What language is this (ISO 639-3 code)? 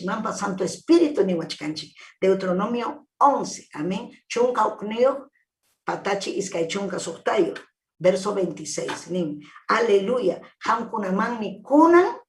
quy